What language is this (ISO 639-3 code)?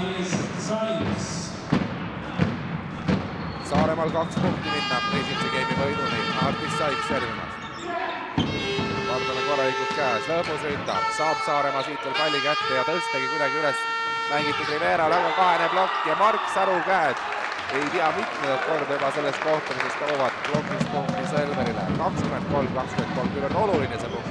est